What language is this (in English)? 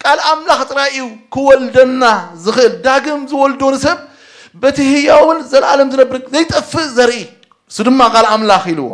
Tigrinya